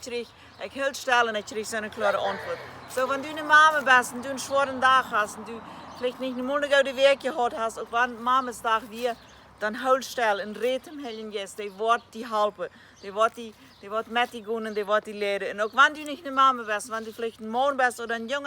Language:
Plautdietsch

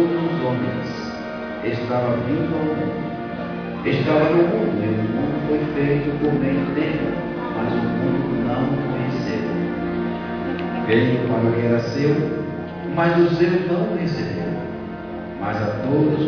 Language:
Portuguese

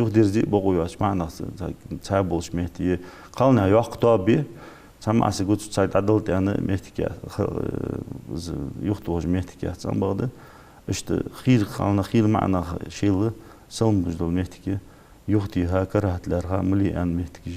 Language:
Ingush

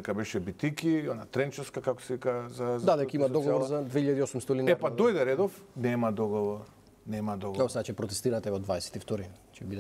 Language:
Macedonian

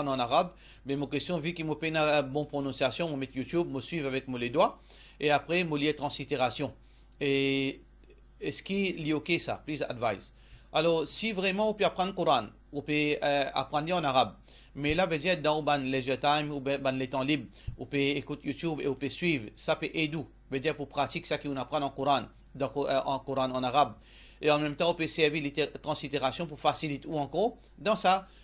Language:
Morisyen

